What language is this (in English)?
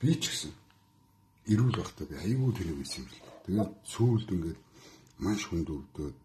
Mongolian